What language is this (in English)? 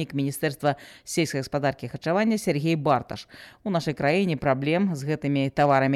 Belarusian